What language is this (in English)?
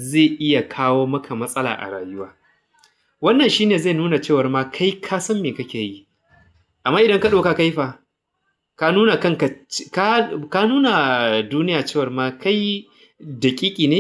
Hausa